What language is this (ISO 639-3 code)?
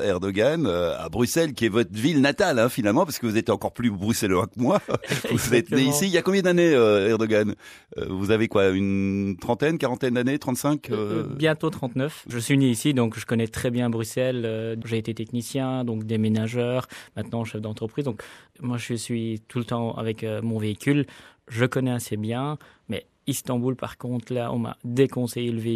fra